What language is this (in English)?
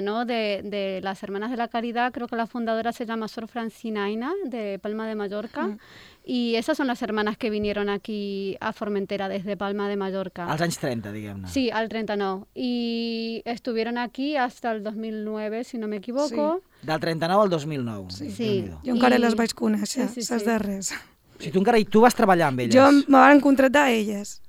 Catalan